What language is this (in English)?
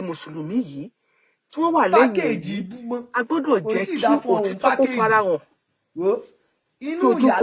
Yoruba